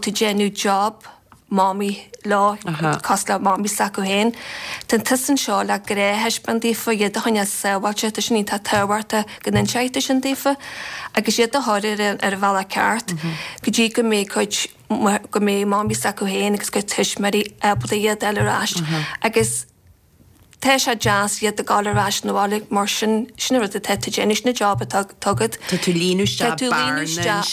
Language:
Irish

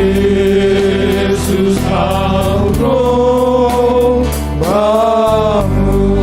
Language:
Batak Simalungun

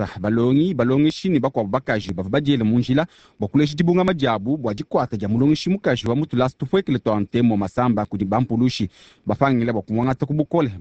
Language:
Luba-Lulua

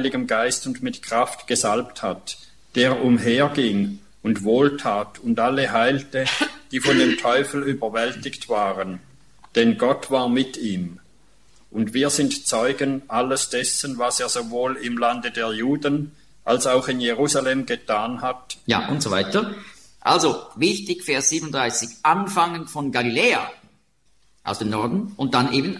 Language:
German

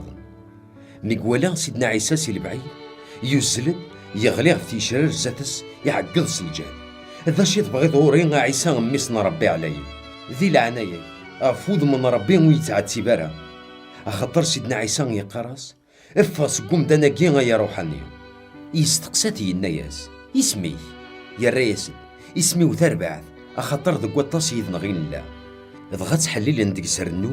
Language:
Kabyle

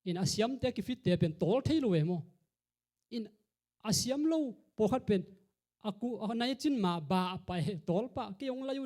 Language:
Tedim Chin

